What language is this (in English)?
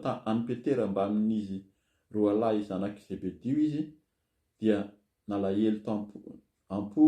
Malagasy